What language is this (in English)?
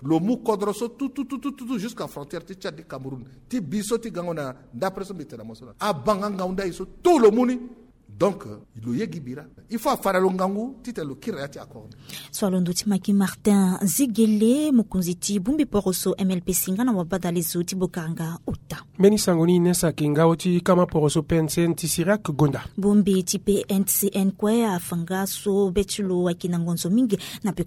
Sango